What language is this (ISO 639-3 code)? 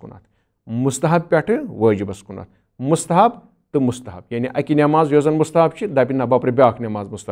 kas